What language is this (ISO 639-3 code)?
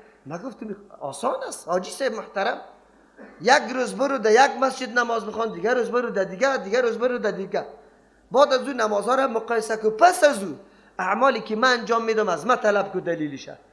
fas